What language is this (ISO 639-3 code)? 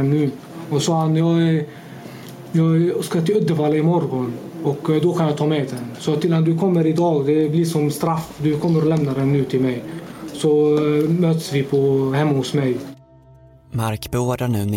swe